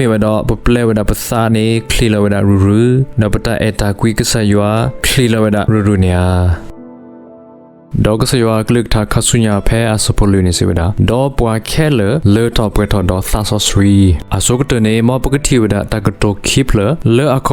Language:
S'gaw Karen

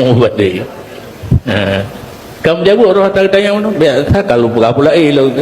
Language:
Achinese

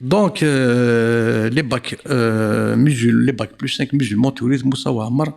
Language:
Kabyle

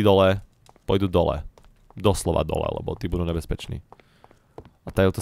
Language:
Slovak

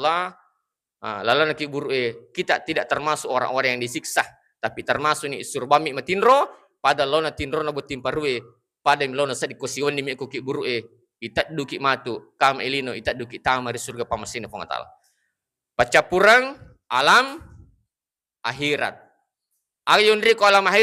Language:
Buginese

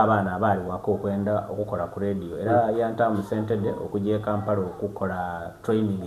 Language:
Soga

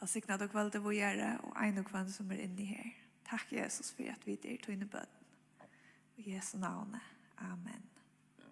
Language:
Faroese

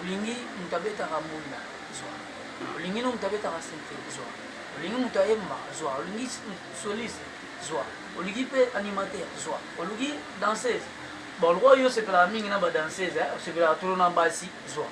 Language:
Lingala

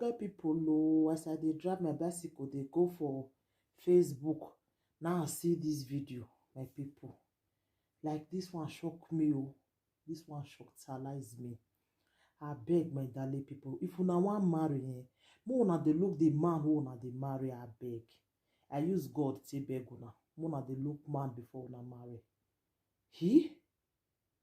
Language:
Nigerian Pidgin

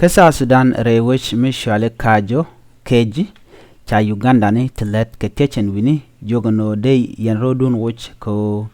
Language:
Nuer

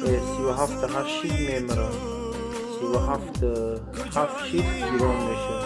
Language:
Tajik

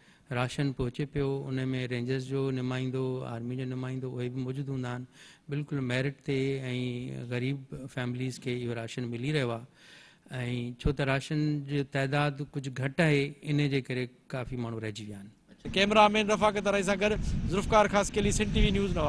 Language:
Sindhi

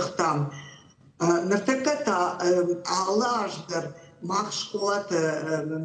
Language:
Ossetic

